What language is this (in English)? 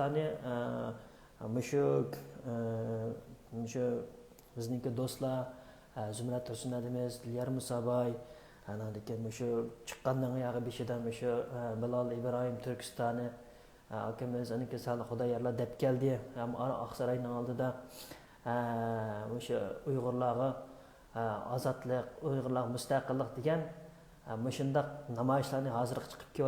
Uyghur